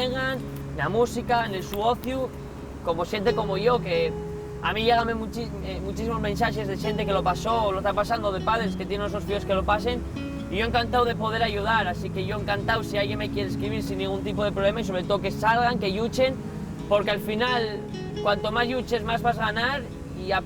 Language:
Asturian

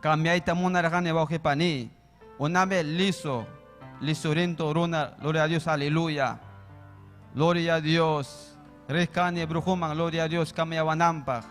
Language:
Ayacucho Quechua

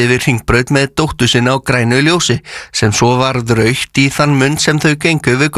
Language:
Icelandic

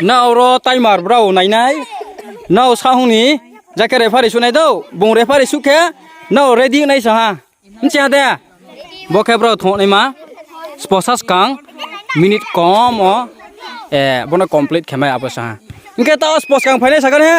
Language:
Riang (India)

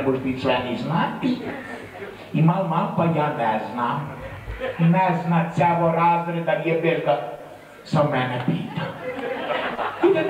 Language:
Serbian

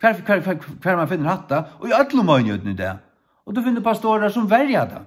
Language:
Faroese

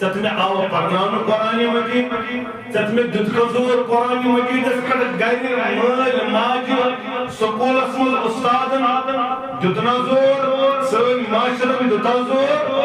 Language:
Kashmiri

